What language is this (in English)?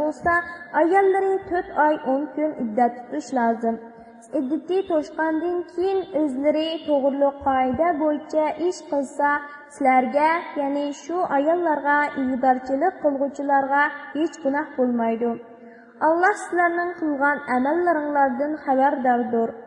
Uyghur